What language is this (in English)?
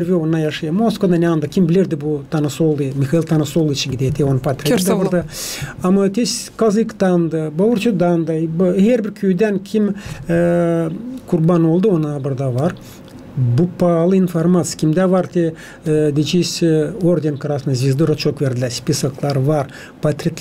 Gagauz